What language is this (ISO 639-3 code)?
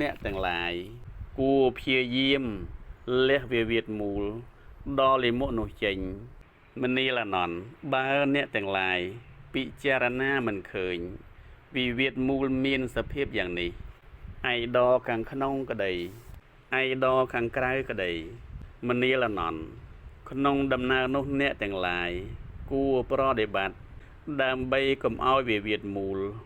khm